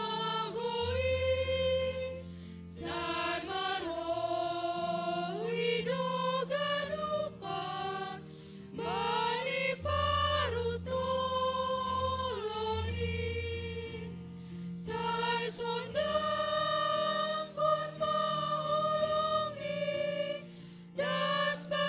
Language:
Batak Simalungun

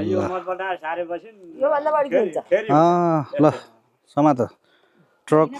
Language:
Nepali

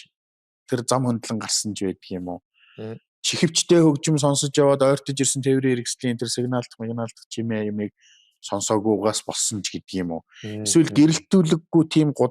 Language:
Mongolian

